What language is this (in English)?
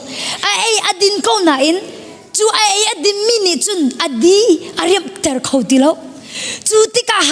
Hakha Chin